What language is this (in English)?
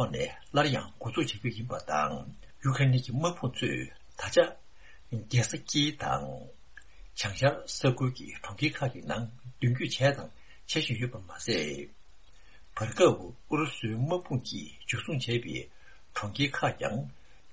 Tibetan